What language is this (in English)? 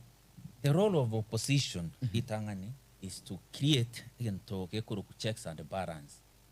Gusii